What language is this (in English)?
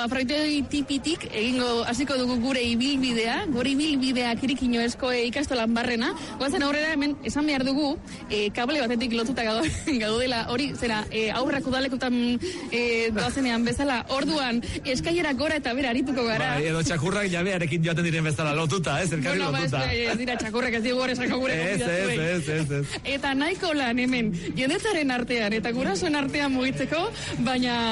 Basque